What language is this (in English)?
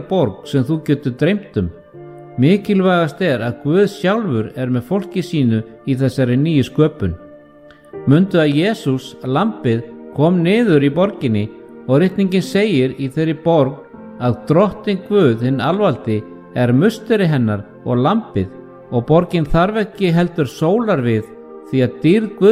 Icelandic